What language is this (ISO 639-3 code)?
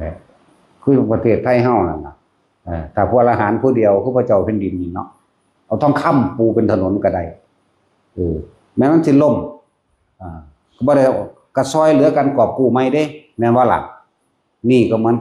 tts